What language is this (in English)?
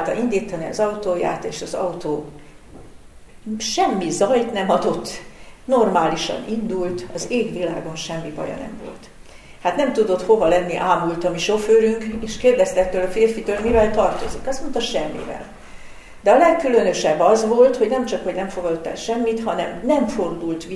Hungarian